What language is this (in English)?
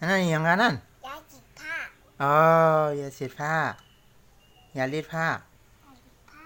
Shan